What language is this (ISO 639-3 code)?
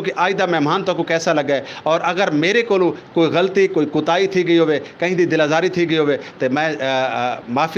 skr